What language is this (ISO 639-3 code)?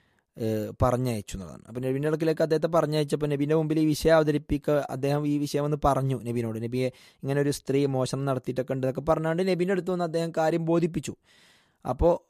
mal